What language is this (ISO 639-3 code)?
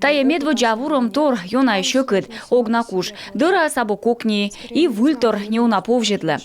kom